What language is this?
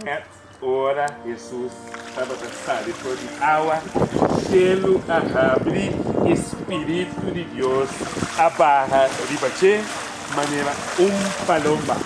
Papiamento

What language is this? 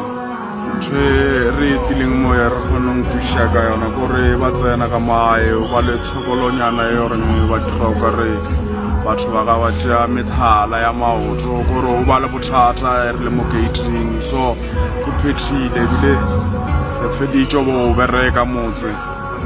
Northern Sotho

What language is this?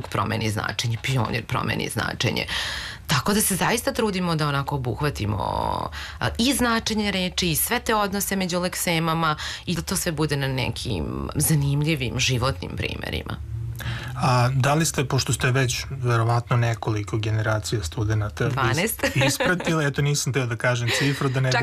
Serbian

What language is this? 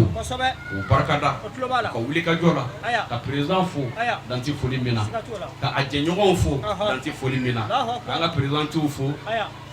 Bambara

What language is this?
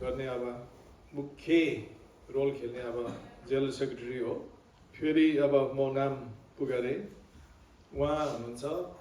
Nepali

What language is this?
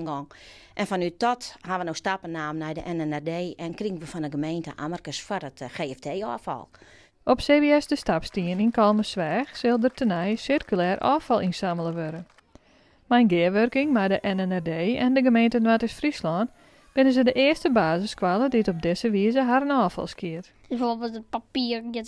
Western Frisian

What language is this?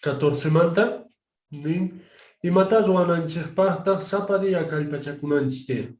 Quechua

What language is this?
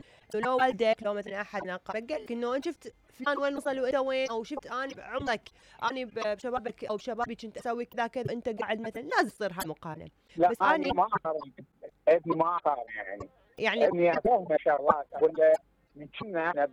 Mesopotamian Arabic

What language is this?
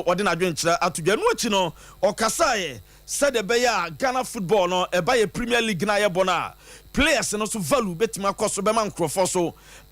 Akan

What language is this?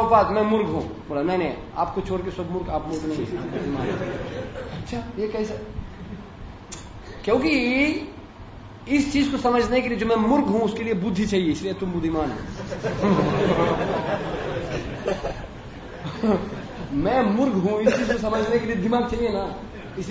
Hindi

